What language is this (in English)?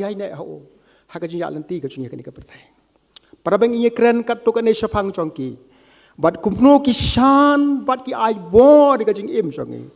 Khasi